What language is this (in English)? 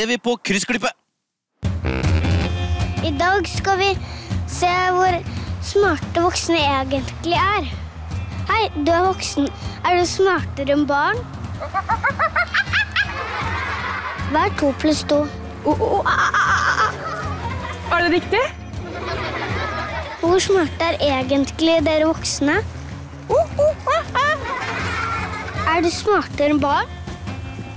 Norwegian